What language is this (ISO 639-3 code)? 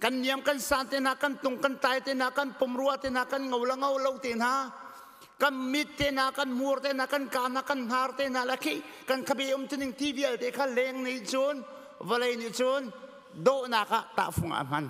cnh